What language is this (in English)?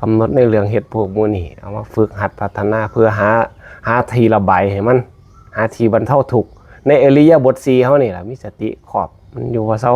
Northeastern Thai